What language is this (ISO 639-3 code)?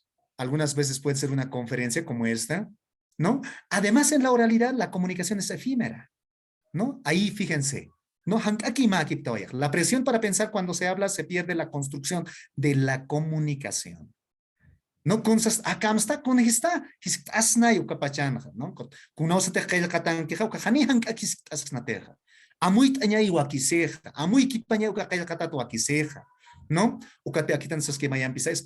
aym